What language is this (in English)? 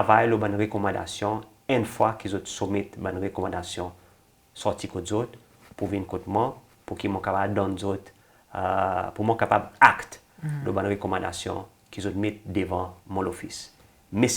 Seselwa Creole French